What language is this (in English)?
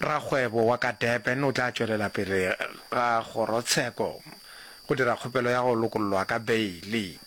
Northern Sotho